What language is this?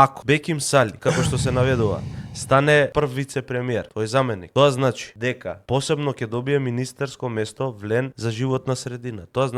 Macedonian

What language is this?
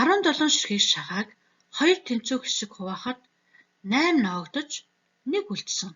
Mongolian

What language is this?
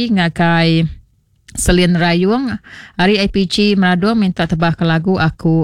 Iban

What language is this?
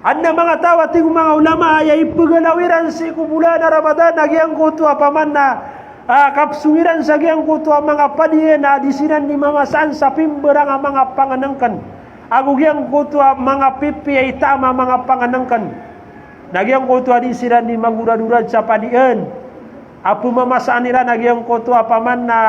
Maranao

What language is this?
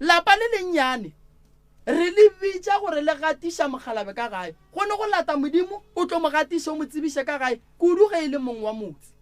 Northern Sotho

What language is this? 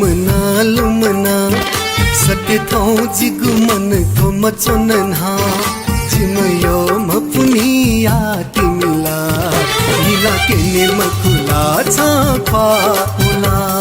Newari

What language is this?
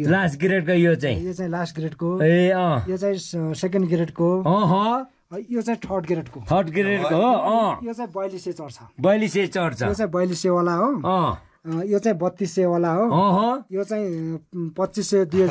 Nepali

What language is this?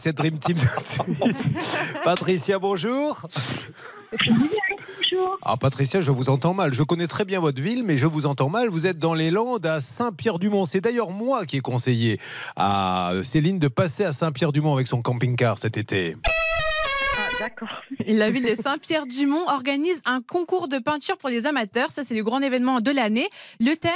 French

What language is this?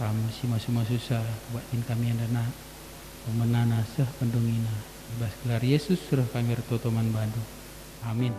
Batak Karo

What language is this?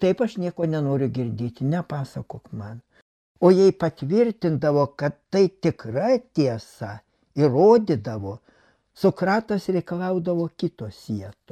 Lithuanian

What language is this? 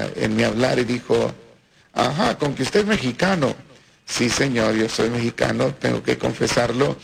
Spanish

